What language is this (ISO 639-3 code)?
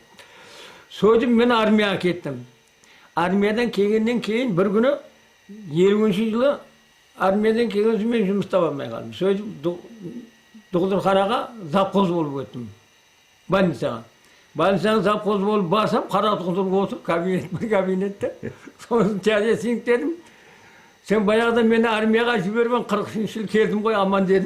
kaa